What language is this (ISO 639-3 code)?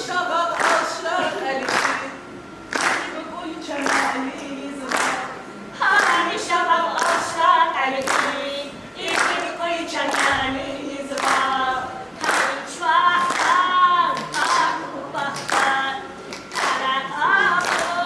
tab